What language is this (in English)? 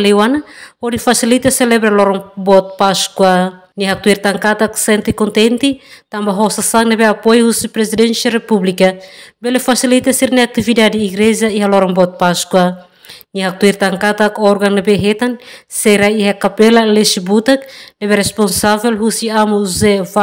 Tetum